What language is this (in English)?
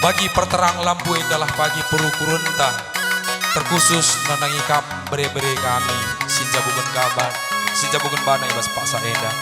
Batak Karo